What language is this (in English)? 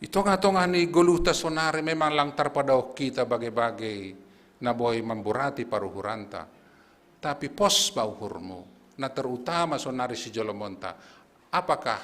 Batak Simalungun